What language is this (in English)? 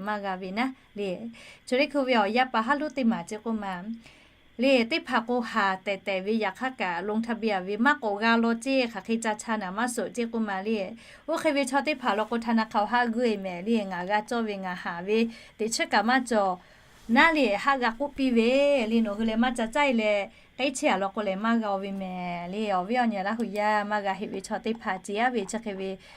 Lahu